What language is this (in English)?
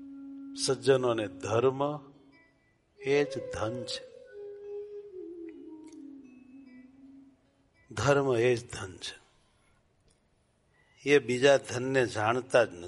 Gujarati